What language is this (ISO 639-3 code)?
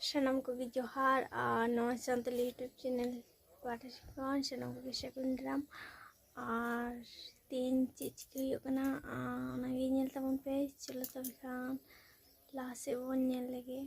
sat